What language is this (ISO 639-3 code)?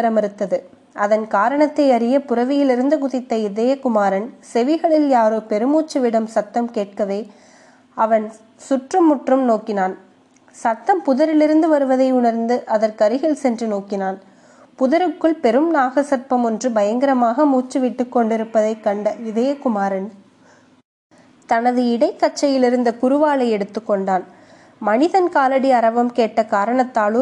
tam